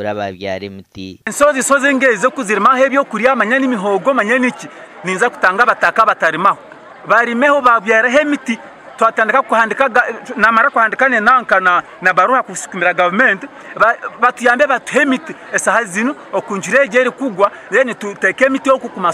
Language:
Nyankole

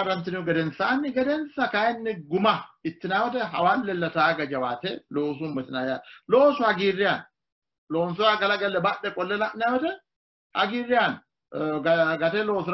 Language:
Sidamo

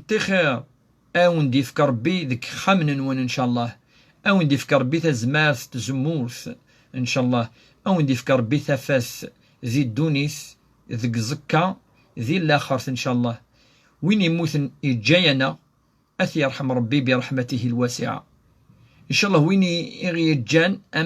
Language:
Kabyle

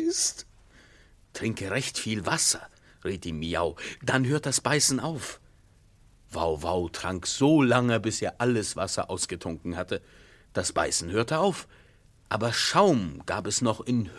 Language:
German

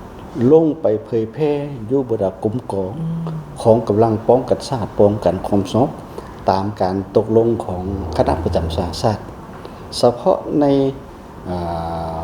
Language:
Lao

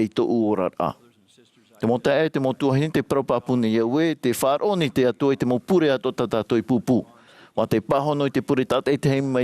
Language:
Tahitian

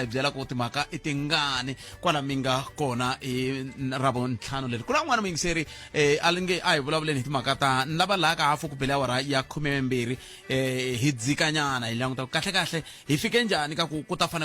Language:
Tsonga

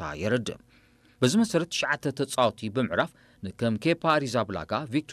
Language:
Tigrinya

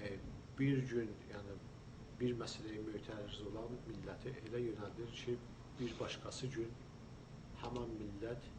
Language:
South Azerbaijani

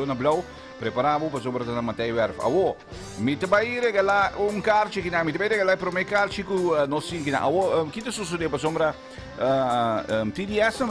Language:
Papiamento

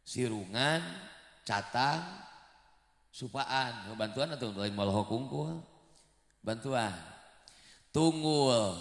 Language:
Sundanese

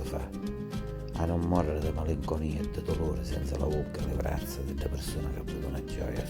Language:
Sicilian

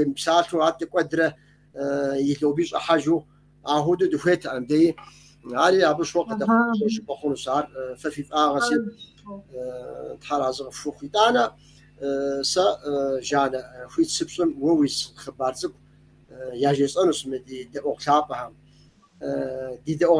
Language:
Kabardian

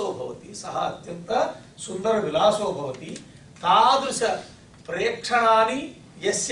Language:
Sanskrit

